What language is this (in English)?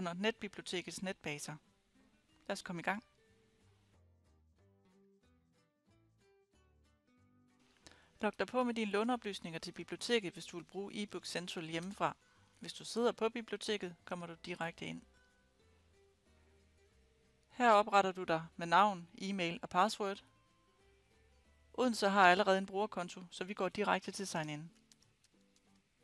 Danish